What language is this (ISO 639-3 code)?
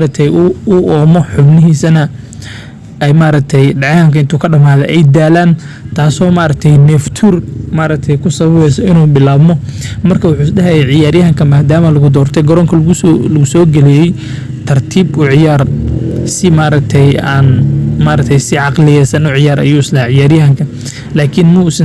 som